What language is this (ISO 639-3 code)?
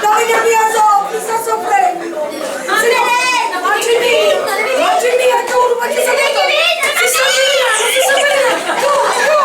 scn